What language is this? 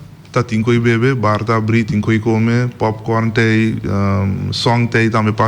Papiamento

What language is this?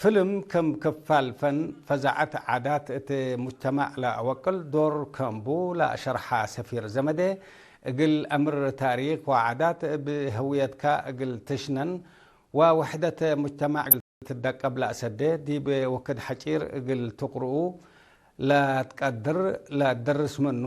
Tigre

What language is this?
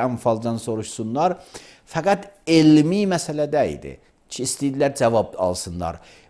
Azerbaijani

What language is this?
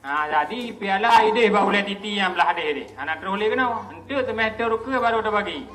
Achinese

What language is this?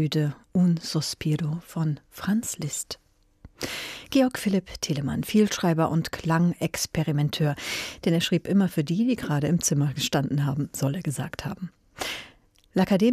German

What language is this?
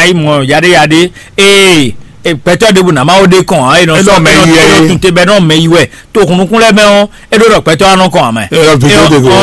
Fon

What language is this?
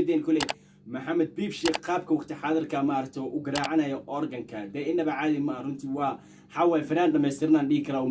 Somali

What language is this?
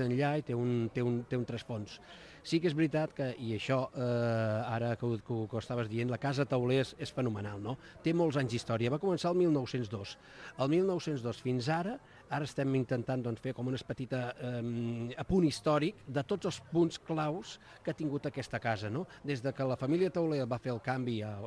Catalan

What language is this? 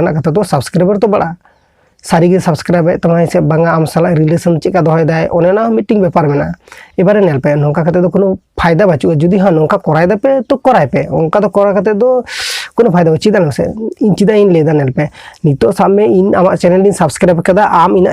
Santali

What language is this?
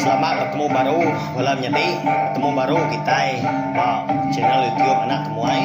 Iban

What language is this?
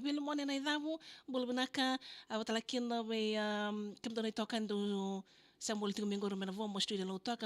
Fijian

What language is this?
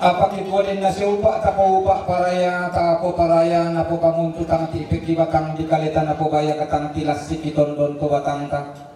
Toraja-Sa'dan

